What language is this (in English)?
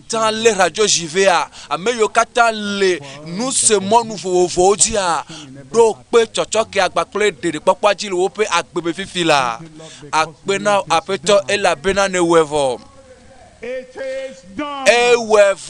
Ewe